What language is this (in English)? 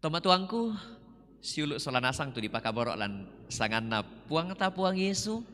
Toraja-Sa'dan